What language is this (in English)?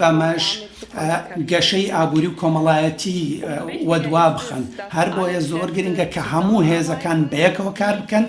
Central Kurdish